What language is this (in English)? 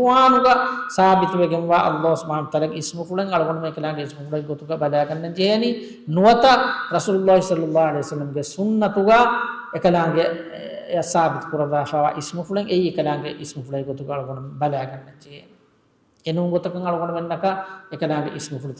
Divehi